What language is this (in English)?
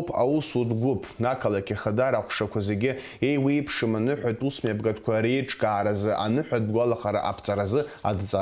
Abkhazian